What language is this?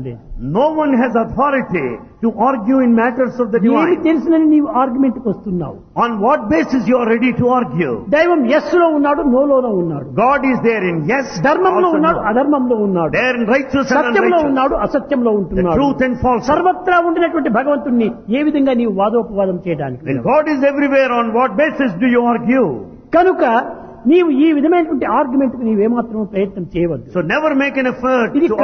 Telugu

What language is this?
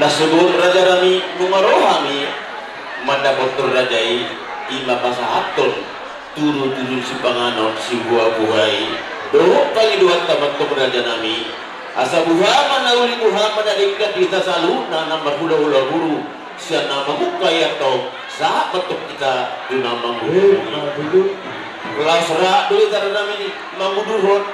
Batak Toba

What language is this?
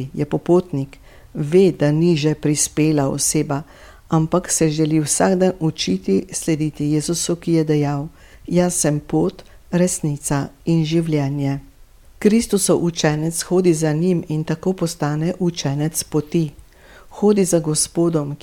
Slovenian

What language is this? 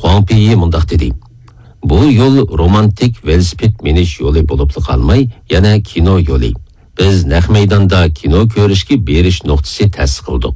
Uyghur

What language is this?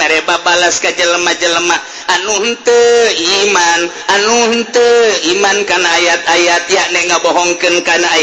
Sundanese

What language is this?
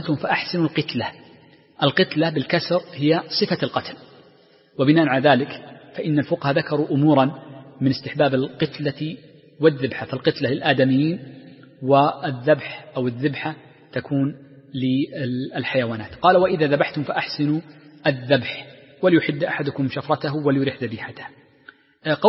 Arabic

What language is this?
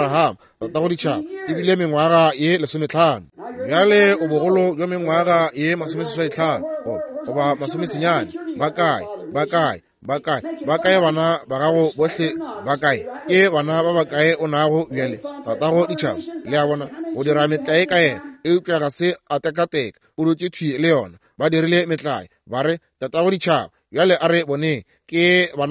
Northern Sotho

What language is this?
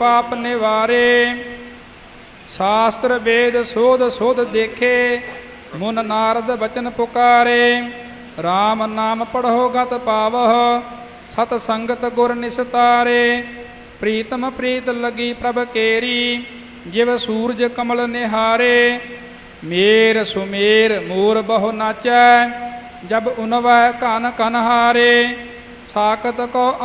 Punjabi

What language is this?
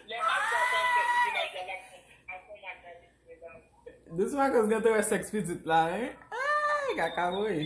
Haitian Creole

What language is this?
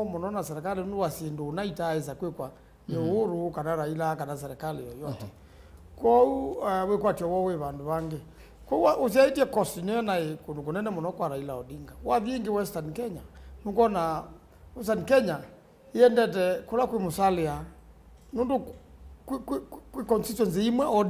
Kamba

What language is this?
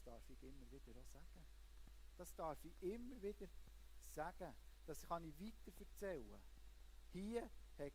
Swiss German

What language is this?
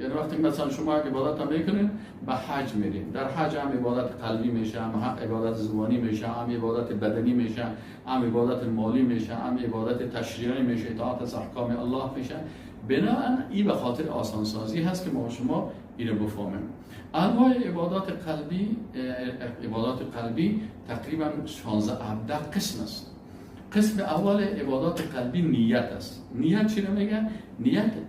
Persian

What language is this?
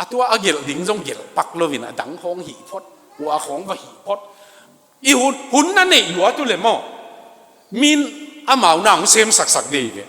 Tedim Chin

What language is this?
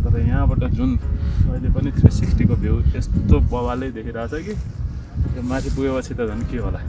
Nepali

